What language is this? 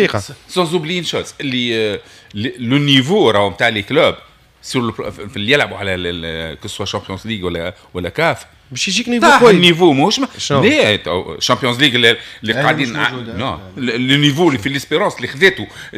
Tunisian Arabic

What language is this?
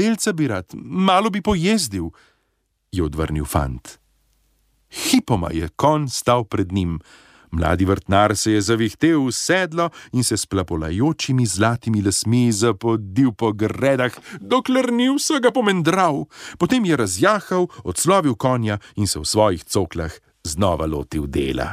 Slovenian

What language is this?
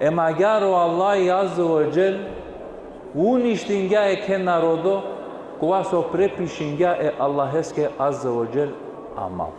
Balkan Romani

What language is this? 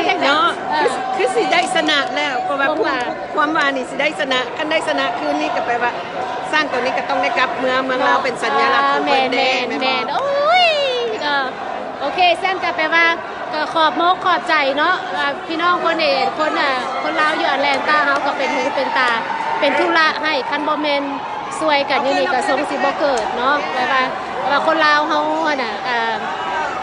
Lao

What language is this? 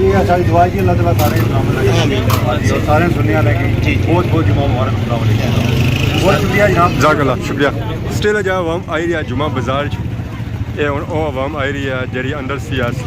Pahari-Potwari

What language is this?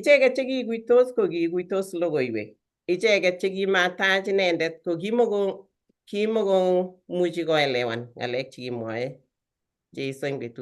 Kalenjin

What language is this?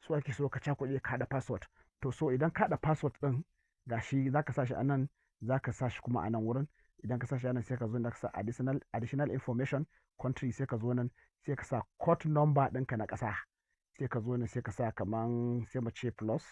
Hausa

